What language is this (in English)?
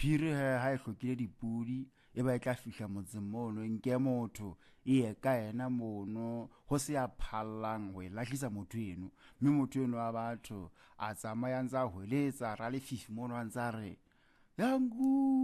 Southern Sotho